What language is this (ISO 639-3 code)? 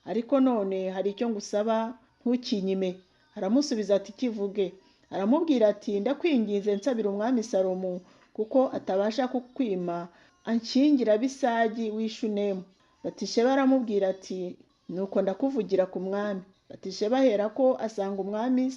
kin